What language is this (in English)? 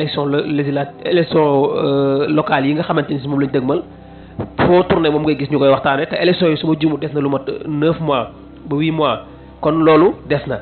Wolof